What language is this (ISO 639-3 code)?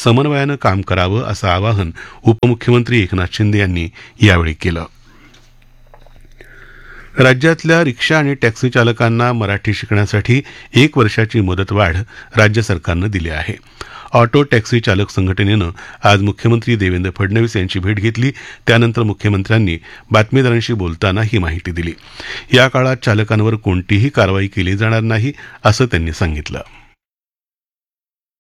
mar